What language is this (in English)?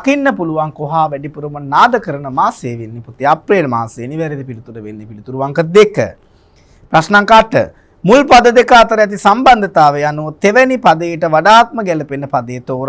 Sinhala